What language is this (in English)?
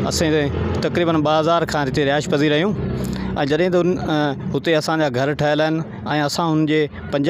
Sindhi